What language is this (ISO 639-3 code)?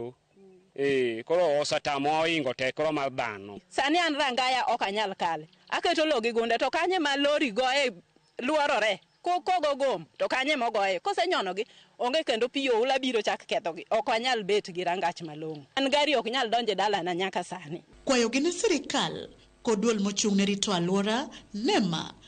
luo